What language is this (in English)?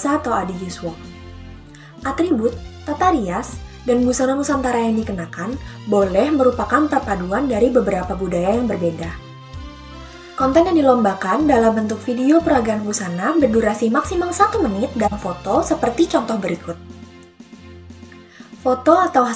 Indonesian